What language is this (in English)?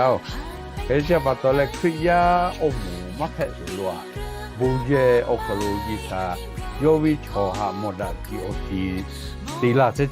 Lahu